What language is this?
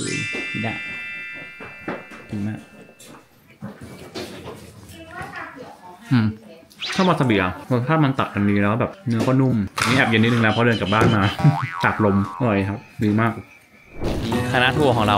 Thai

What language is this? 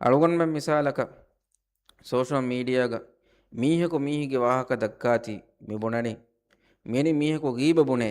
Divehi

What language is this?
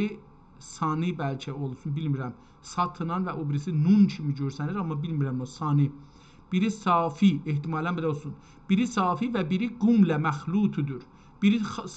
South Azerbaijani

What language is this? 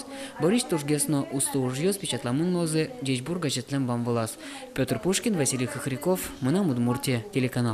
Udmurt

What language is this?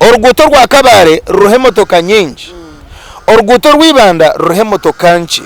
Nyankole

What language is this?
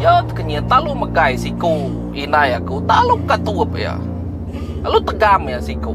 Iban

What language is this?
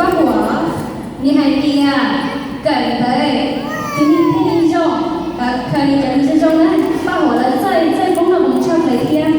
Hmong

